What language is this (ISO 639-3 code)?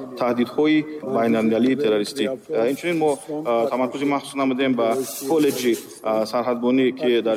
tgk